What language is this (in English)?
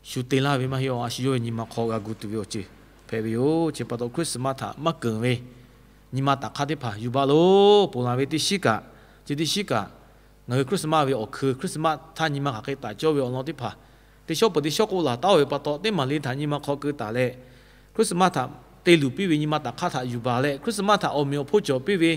Lahu